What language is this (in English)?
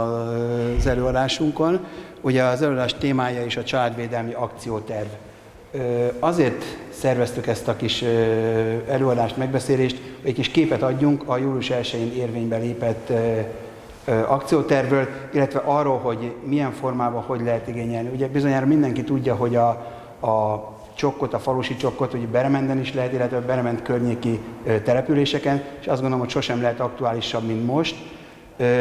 Hungarian